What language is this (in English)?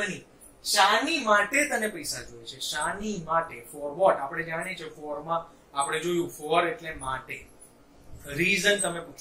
Gujarati